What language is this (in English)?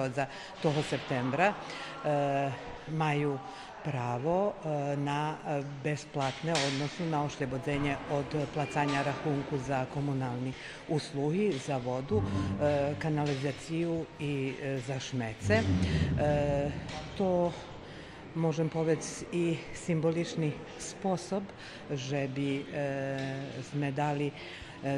Rusyn